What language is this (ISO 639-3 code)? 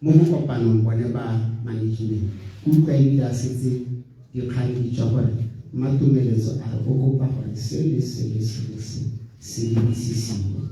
tsn